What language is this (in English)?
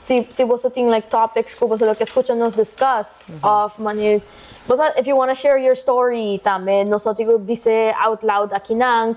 Papiamento